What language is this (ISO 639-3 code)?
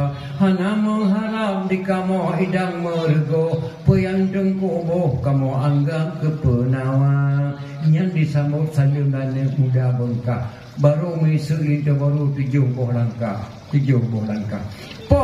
ace